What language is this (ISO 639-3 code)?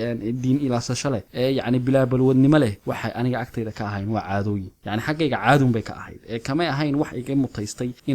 som